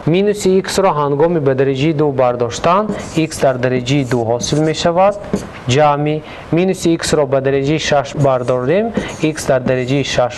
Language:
Tajik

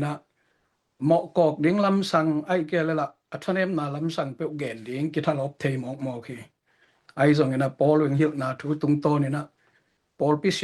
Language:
Tedim Chin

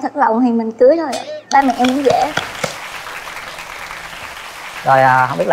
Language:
Vietnamese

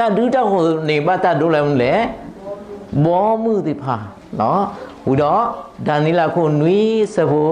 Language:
S'gaw Karen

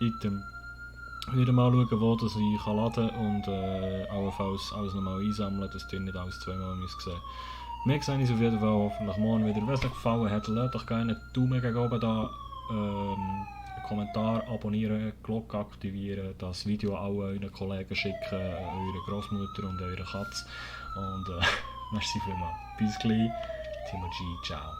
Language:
Swiss German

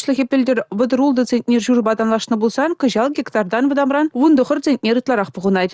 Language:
Chuvash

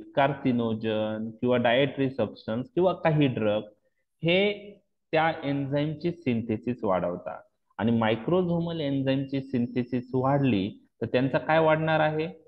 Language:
Marathi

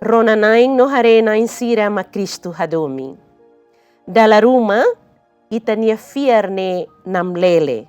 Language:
Tetum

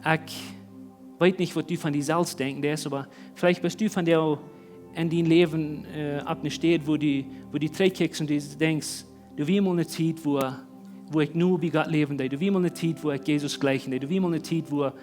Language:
Plautdietsch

